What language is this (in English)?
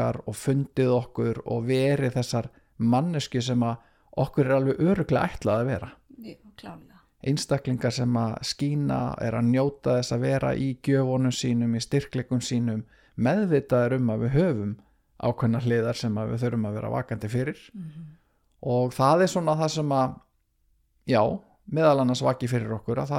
Icelandic